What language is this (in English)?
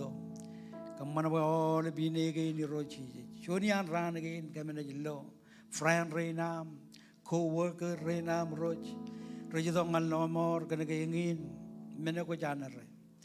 Marshallese